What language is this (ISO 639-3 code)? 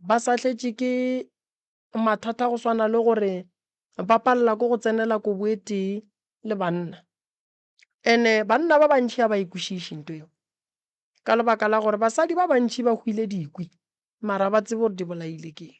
nso